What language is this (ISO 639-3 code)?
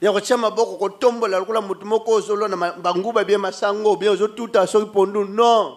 lin